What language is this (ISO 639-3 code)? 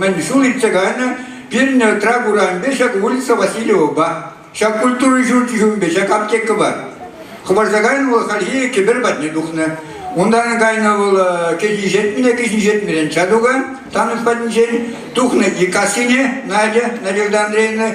chv